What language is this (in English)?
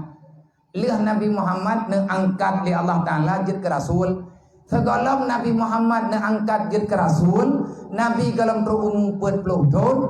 Achinese